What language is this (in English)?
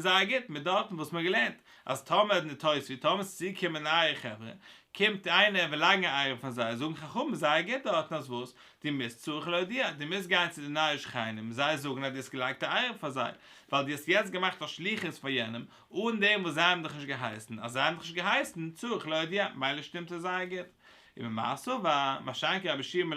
Yiddish